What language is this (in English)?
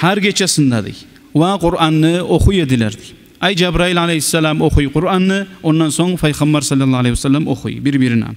Kumyk